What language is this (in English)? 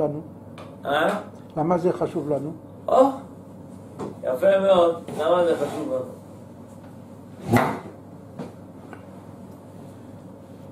Hebrew